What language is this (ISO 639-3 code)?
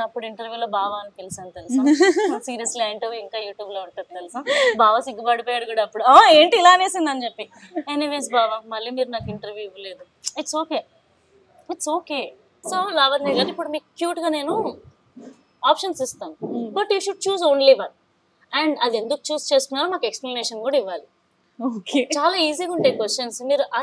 tel